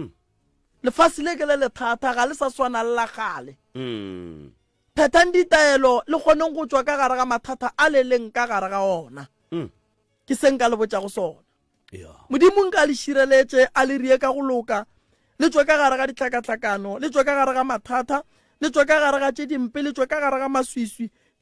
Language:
Northern Sotho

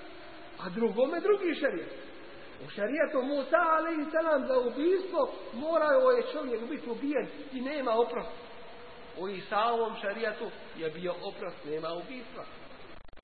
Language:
Bosnian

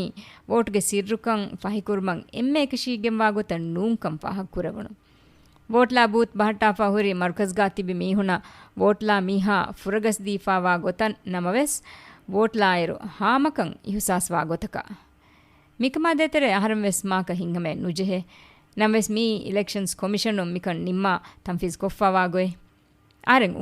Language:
Divehi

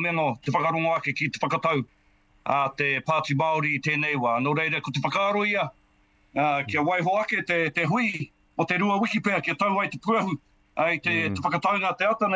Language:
Māori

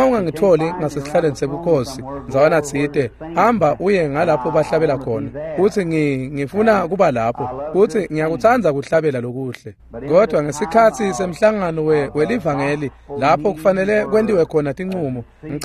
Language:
Swati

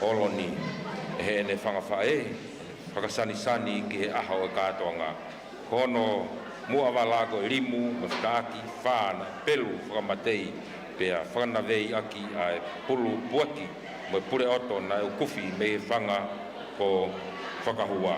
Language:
Tongan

